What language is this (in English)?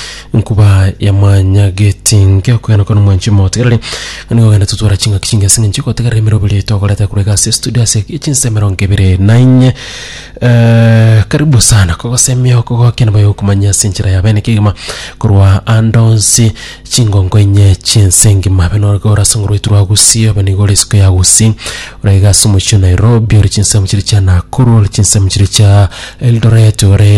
Gusii